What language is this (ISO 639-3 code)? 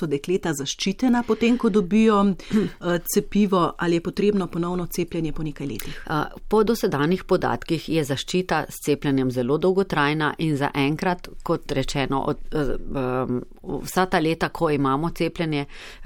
slv